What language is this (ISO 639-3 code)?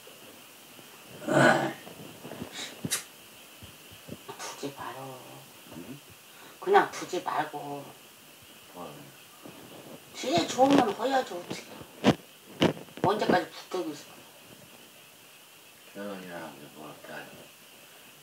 kor